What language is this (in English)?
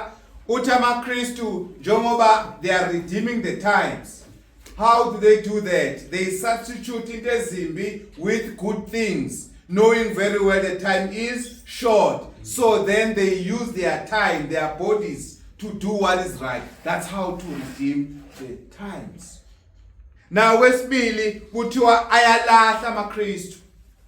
Zulu